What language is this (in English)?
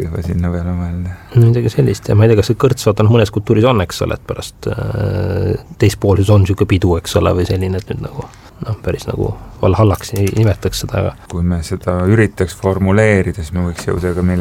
Estonian